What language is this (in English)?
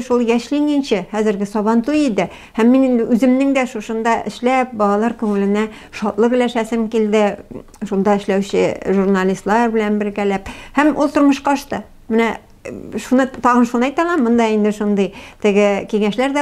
Tatar